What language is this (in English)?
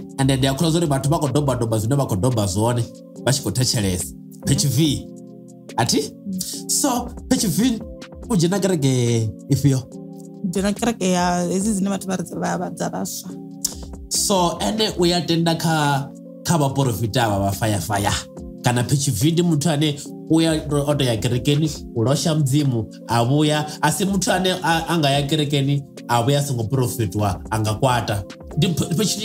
Venda